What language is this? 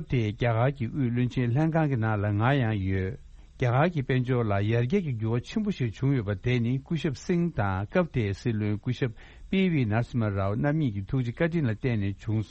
Tibetan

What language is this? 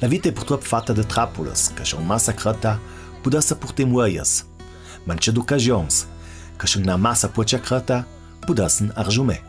Ladin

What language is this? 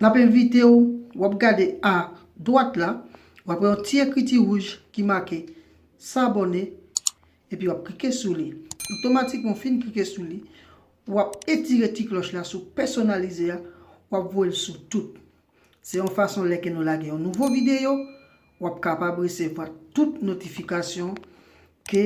Haitian Creole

